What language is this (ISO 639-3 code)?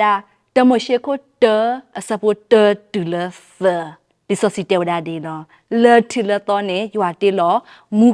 ksw